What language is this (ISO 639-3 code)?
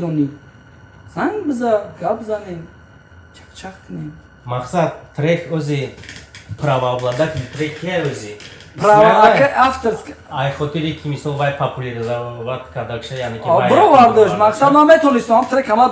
tgk